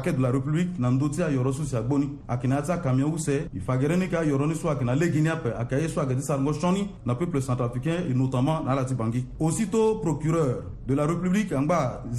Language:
Sango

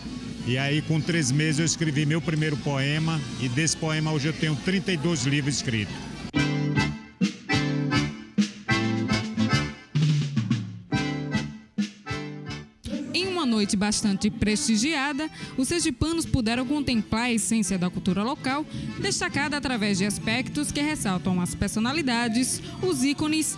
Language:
Portuguese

